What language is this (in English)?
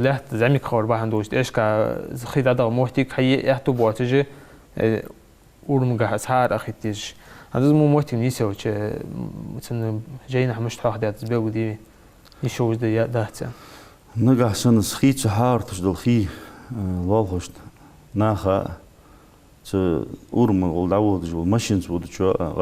Ingush